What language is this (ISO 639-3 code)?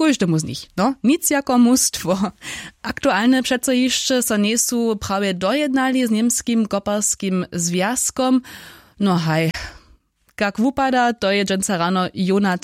hsb